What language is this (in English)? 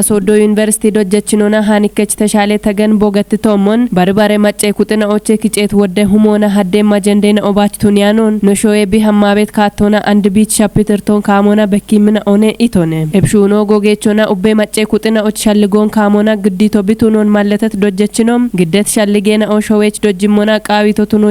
Kafa